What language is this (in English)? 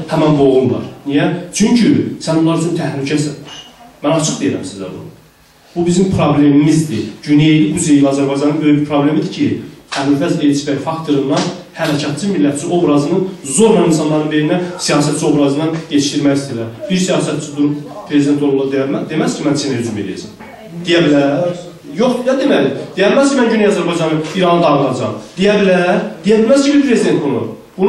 South Azerbaijani